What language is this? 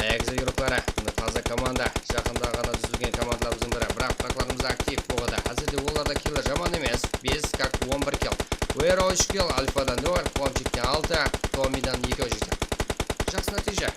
Kara-Kalpak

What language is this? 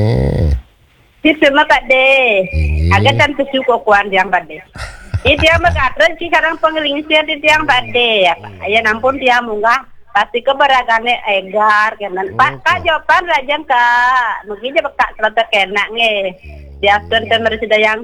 Balinese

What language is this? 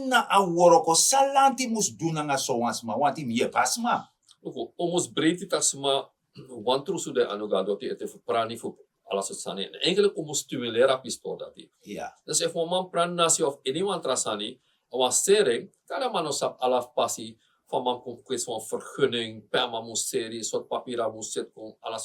Sranan Tongo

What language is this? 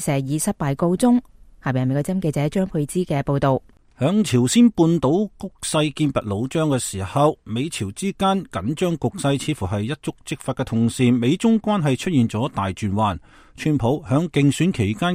Cantonese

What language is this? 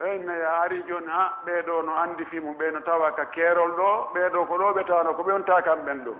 Pular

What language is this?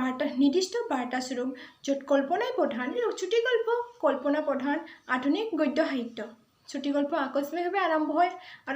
Assamese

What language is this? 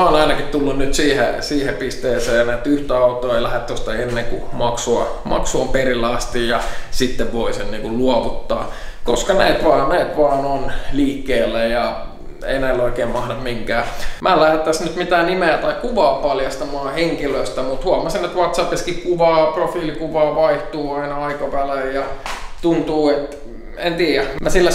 Finnish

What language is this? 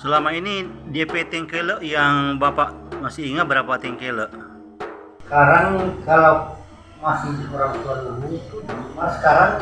Manado Malay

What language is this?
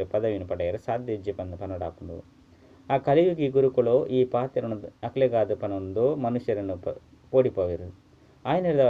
Tulu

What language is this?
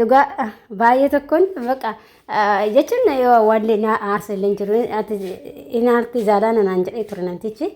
Oromo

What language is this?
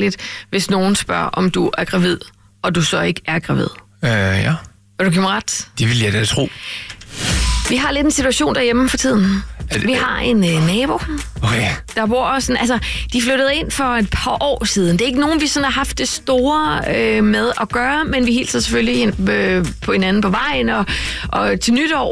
Danish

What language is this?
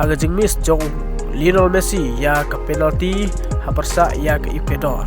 Khasi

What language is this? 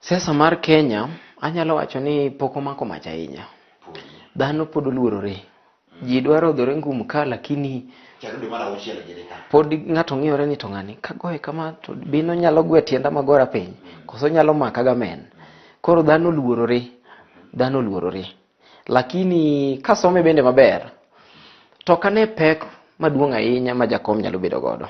Luo (Kenya and Tanzania)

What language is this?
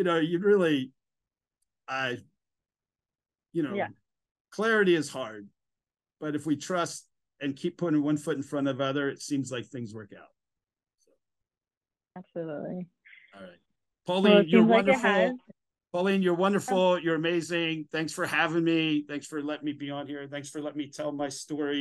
English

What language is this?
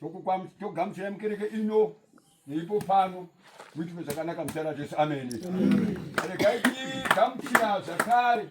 Shona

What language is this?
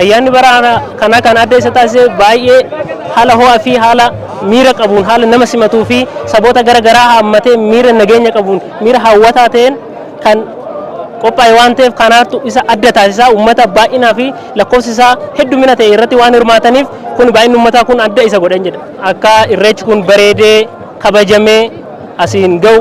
Oromo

